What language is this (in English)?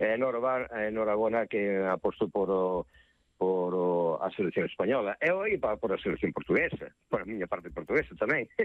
Galician